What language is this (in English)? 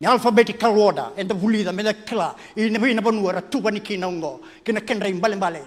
Fijian